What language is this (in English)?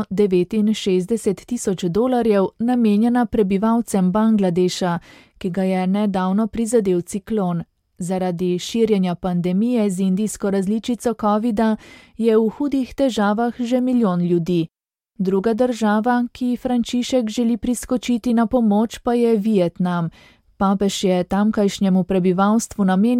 Slovenian